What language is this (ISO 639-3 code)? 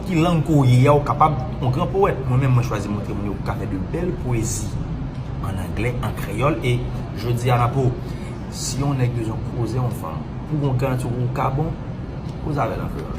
hat